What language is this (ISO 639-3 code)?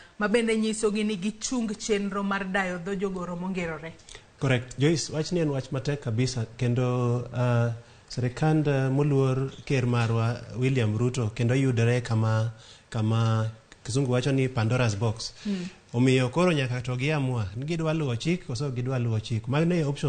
luo